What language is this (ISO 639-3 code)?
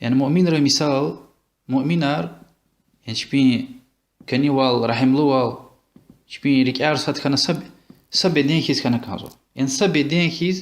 lez